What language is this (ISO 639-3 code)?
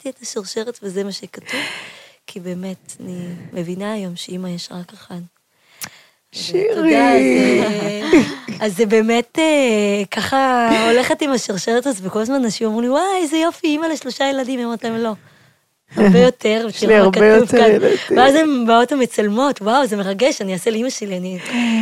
heb